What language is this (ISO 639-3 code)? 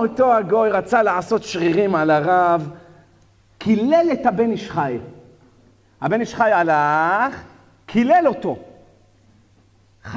heb